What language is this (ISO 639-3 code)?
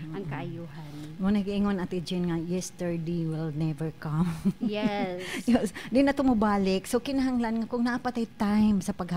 ceb